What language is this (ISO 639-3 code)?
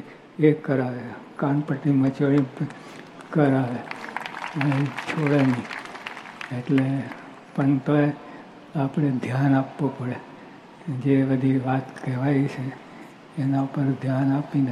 guj